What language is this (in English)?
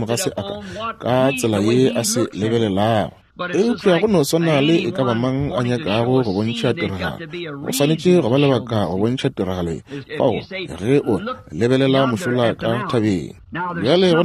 Northern Sotho